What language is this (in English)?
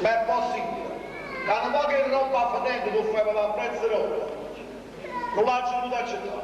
Neapolitan